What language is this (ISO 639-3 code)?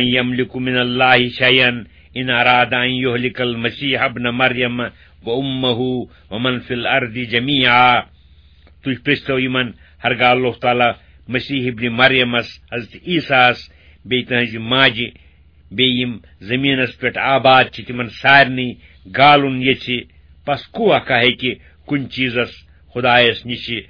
kas